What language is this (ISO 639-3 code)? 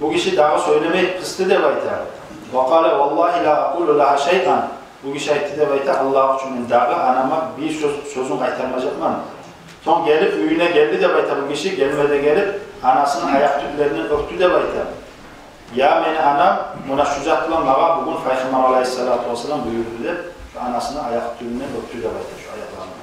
kum